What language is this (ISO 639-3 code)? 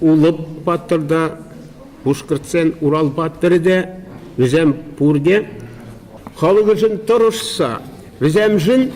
chv